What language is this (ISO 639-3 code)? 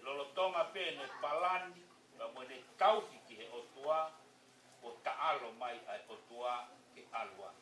ton